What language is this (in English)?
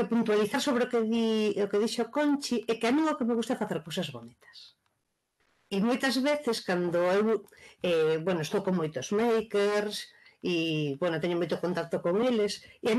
Galician